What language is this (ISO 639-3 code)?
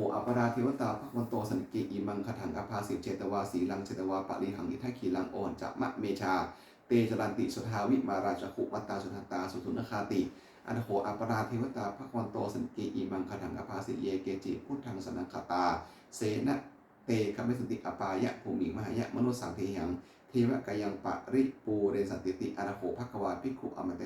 pli